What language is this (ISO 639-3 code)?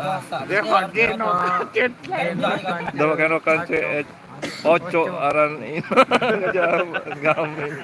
sas